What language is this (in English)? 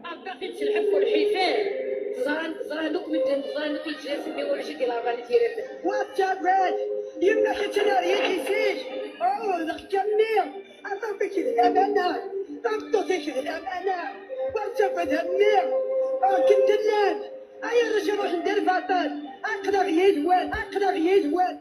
Kabyle